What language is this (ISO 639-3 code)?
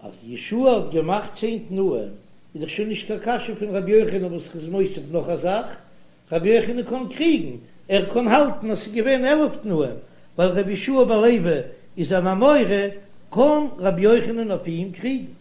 yid